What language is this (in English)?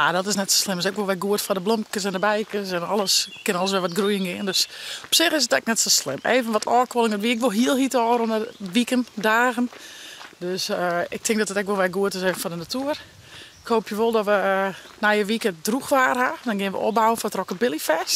Western Frisian